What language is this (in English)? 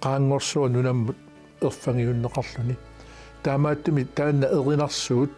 Kalaallisut